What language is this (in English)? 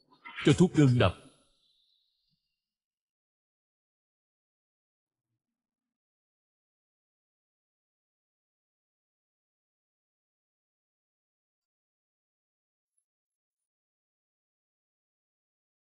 Vietnamese